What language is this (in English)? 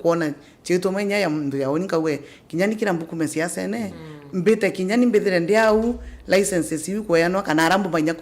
Meru